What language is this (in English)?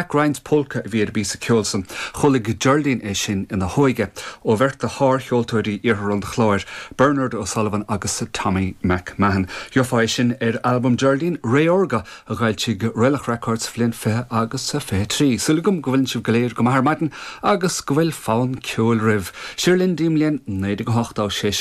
Irish